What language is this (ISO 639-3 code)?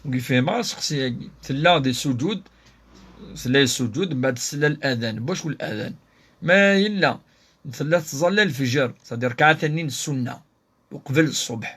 kab